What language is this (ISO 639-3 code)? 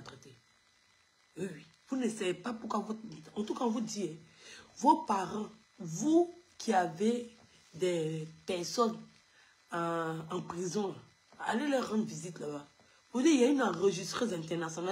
fra